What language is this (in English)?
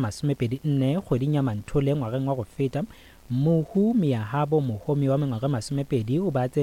Northern Sotho